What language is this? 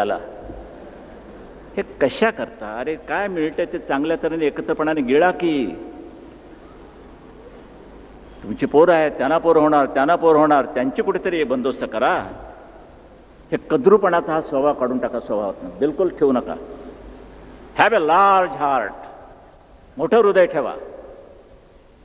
Marathi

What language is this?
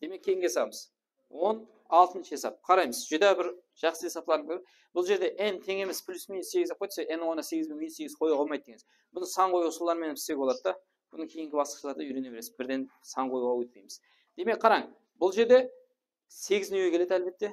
Kara-Kalpak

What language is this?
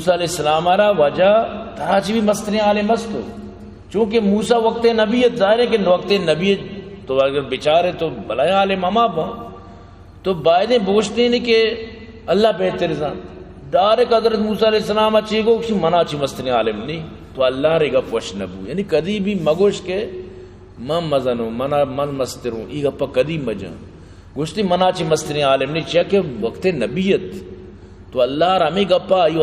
Baluchi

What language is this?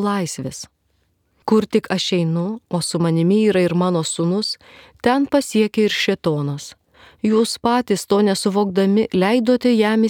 Lithuanian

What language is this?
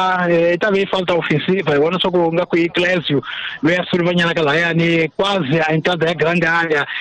Tsonga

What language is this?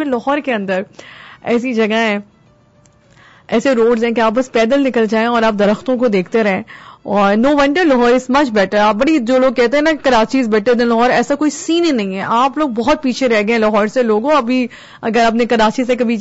Urdu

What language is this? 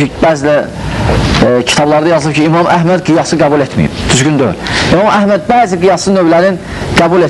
Azerbaijani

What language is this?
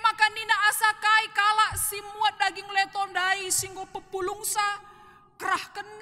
Batak Karo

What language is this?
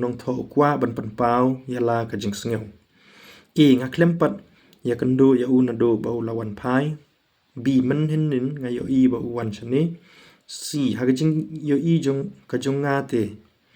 Khasi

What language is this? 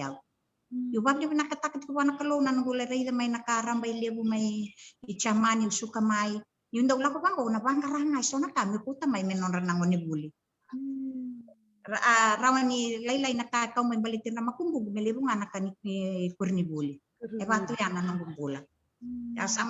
Fijian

